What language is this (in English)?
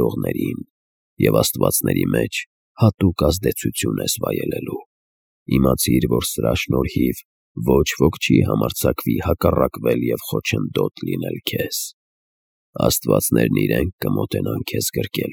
Armenian